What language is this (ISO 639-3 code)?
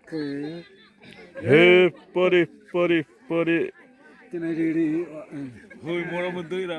xav